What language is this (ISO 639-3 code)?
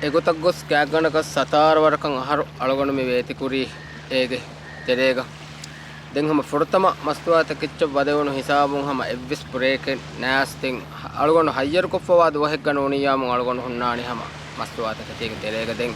div